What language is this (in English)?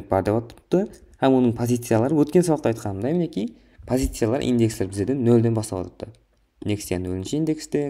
Kara-Kalpak